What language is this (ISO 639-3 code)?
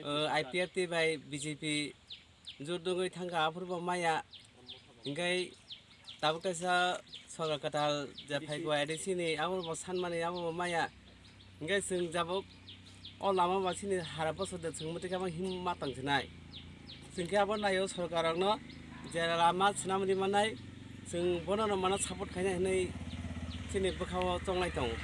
trp